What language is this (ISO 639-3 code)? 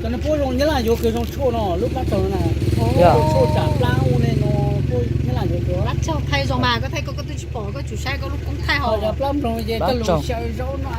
hmn